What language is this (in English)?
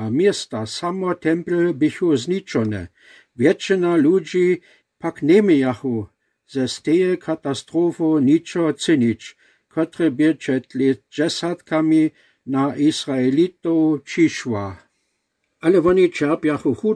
Lower Sorbian